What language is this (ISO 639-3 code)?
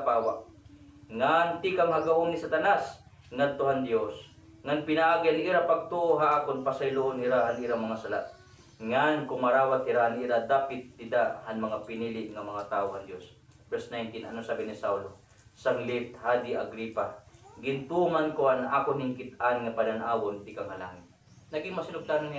war